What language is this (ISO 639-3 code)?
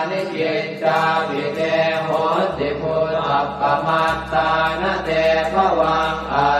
pli